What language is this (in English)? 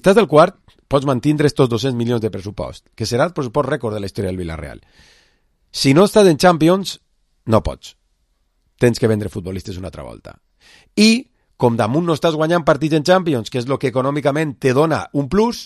Catalan